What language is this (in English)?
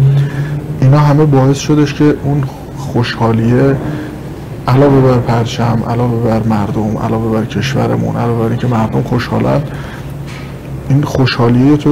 Persian